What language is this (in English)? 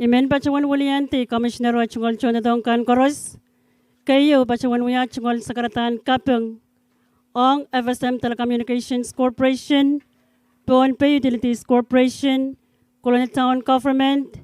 Pohnpeian